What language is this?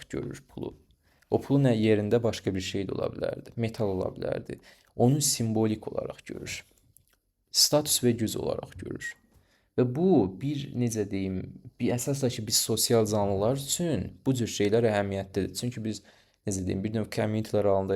Azerbaijani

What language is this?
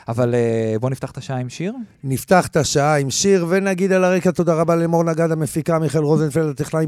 Hebrew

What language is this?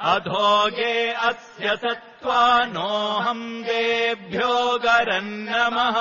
Sanskrit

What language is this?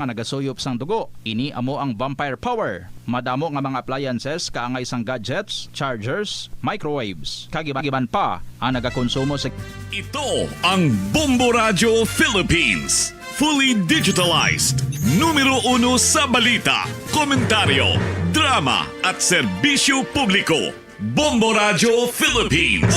Hiligaynon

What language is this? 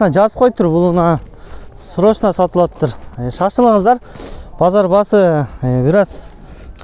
Kyrgyz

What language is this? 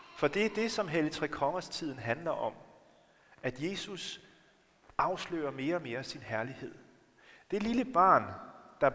Danish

